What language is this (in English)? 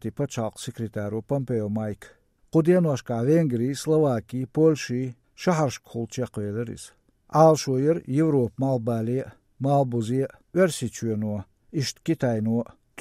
Chechen